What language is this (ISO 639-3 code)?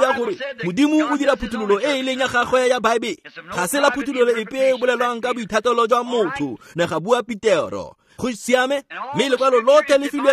tsn